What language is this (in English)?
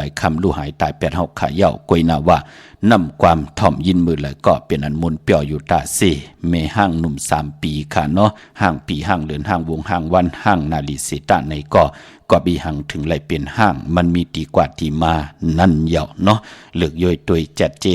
Shan